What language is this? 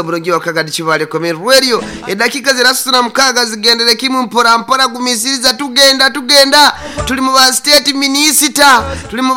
Nyoro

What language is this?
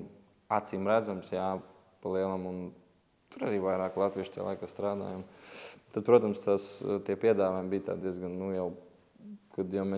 Latvian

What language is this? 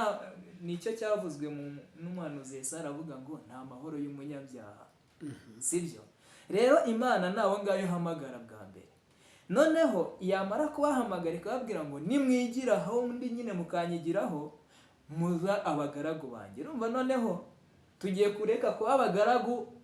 Kinyarwanda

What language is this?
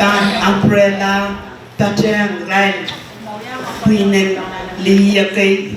Pohnpeian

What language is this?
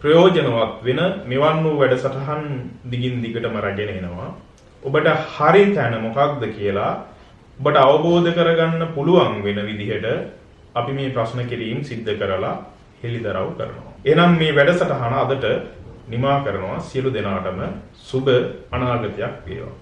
Sinhala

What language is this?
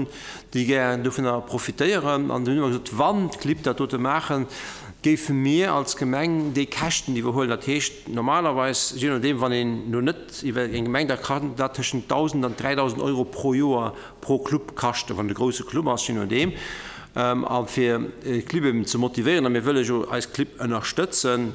Luxembourgish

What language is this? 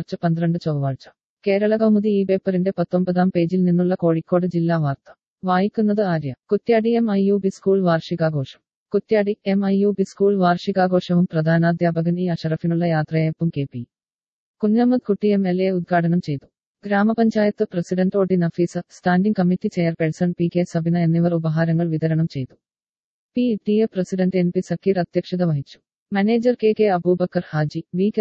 Malayalam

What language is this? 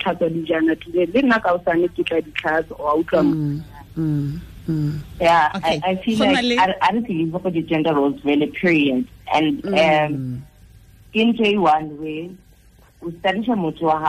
Tswana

